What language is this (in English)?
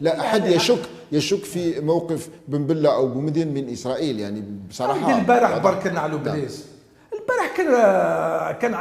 Algerian Arabic